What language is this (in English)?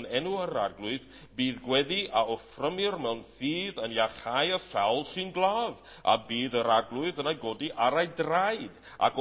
Welsh